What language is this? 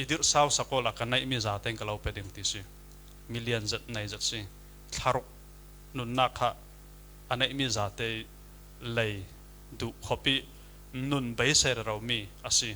Falam Chin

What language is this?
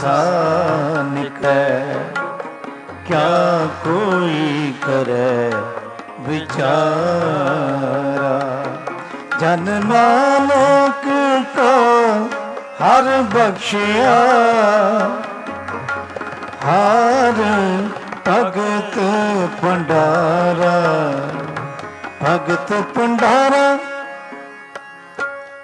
Punjabi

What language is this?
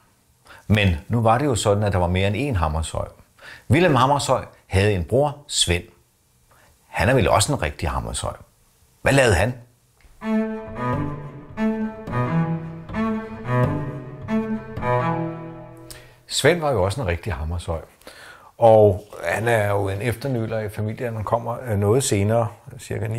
Danish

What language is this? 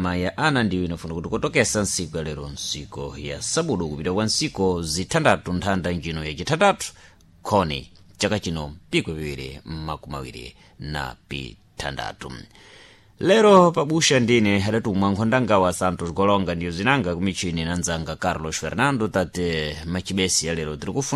Sena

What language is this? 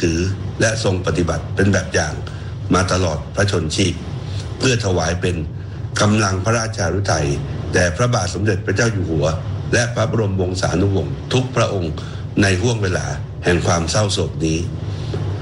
Thai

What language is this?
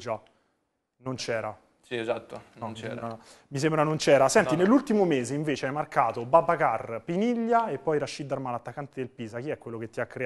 Italian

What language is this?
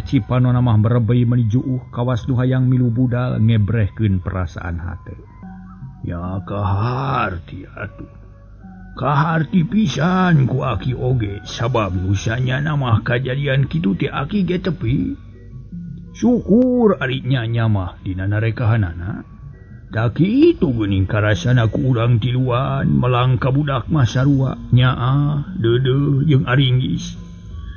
Sundanese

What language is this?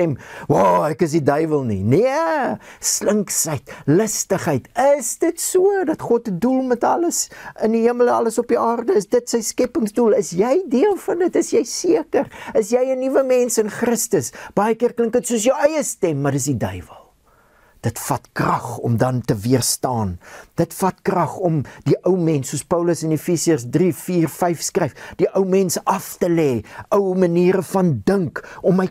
Afrikaans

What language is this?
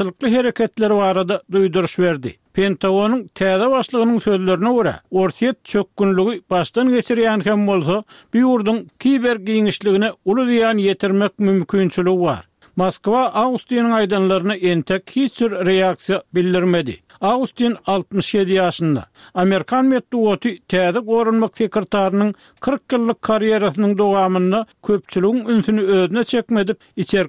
Turkmen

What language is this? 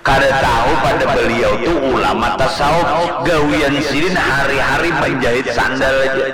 Banjar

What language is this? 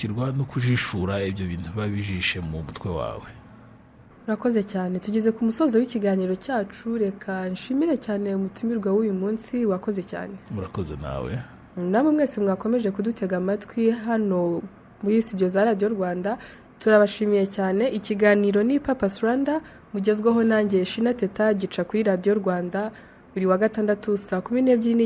Kinyarwanda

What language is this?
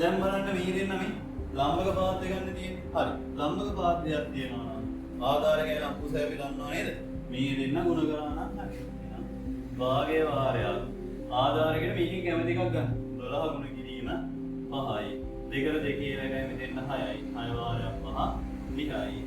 Sinhala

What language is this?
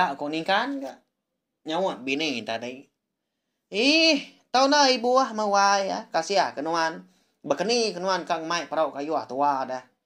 Iban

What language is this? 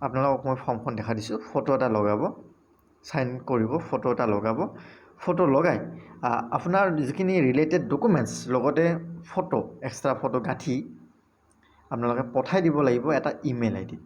Assamese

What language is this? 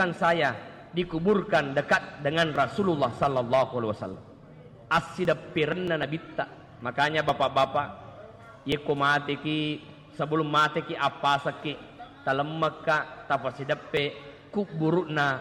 Buginese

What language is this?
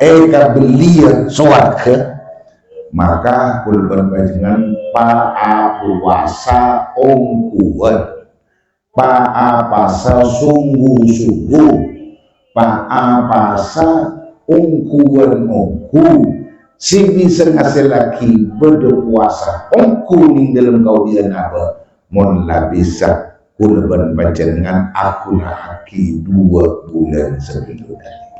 Madurese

